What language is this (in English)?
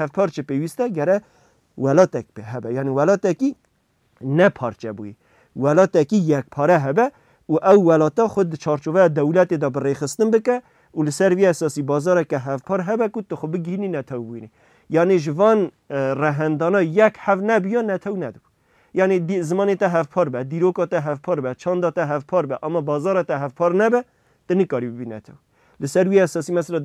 Kurdish